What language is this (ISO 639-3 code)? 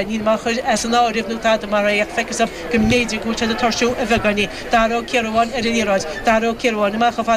gle